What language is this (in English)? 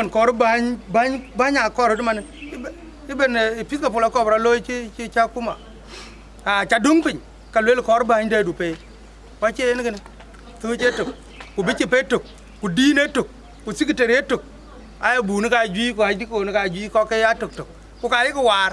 Dinka